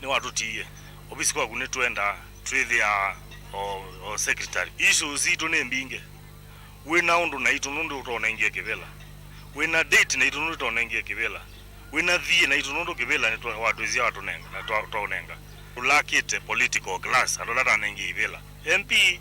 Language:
Kamba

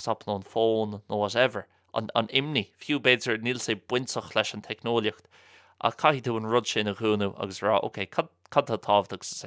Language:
Irish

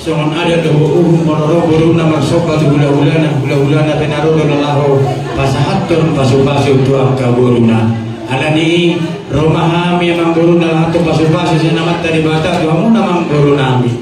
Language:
Batak Toba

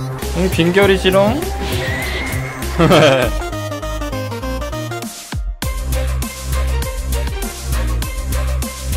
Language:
Korean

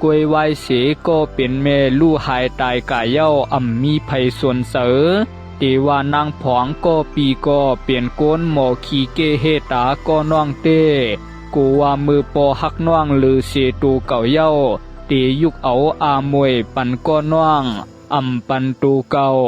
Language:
Shan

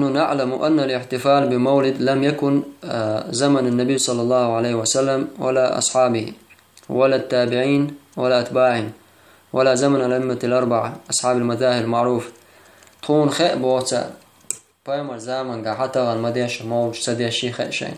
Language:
Chechen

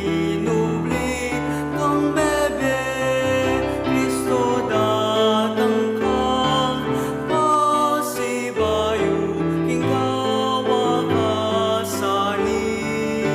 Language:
Pampanga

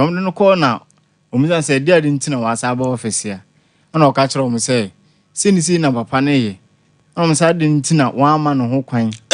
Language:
Akan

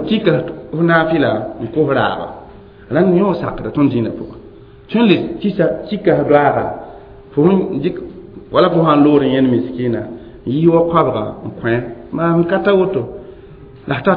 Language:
Mossi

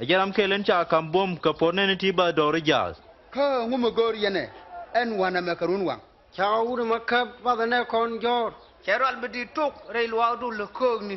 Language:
Nuer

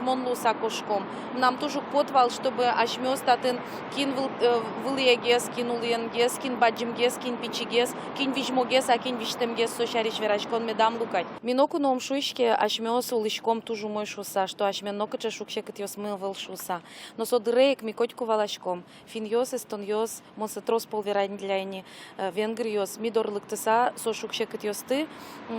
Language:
Udmurt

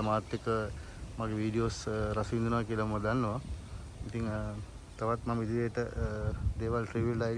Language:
Sinhala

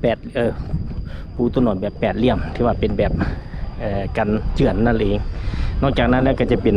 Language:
Lao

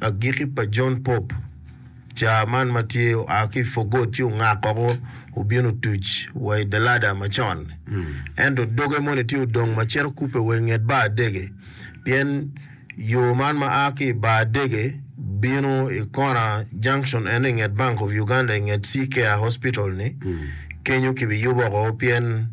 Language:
Acoli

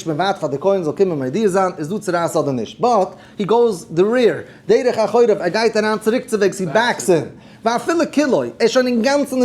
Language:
Yiddish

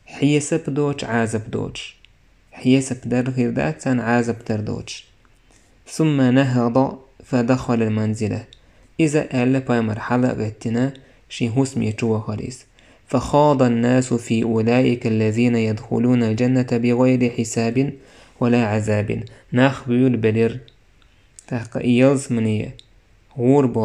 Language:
Chechen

